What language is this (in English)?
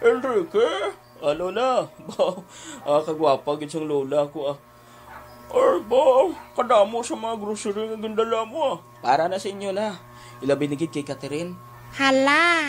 Hiligaynon